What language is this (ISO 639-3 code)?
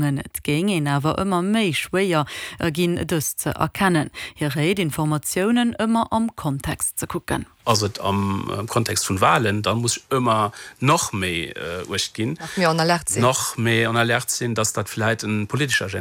ltz